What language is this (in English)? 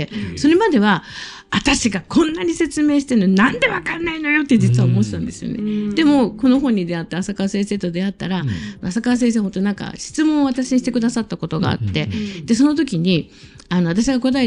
Japanese